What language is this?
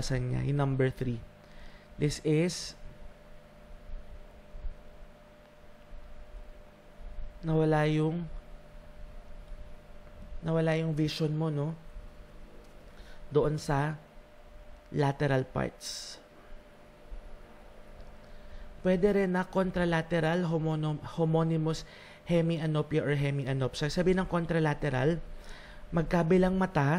Filipino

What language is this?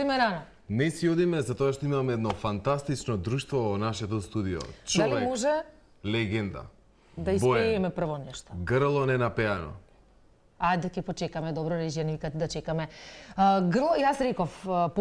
Macedonian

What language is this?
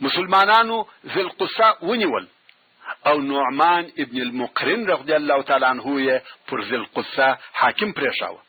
Pashto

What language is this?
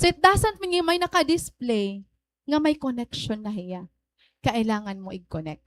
Waray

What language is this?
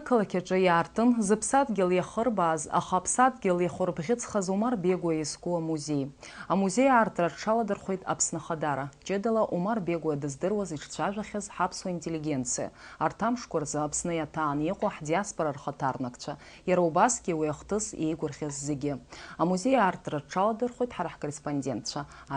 Abkhazian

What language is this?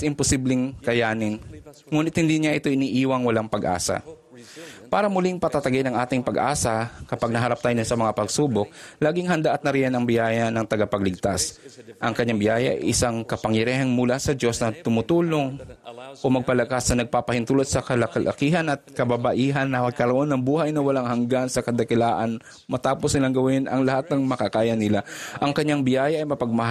Filipino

